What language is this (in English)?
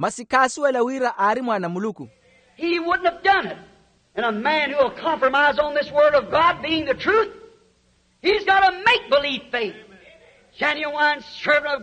Makhuwa